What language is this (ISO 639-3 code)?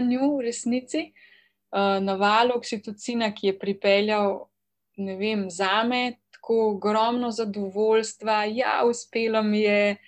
slv